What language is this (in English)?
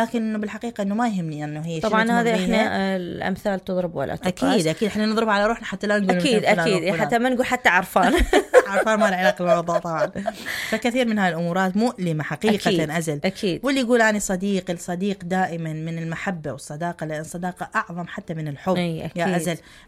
Mesopotamian Arabic